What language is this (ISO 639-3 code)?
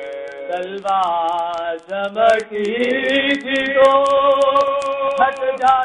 urd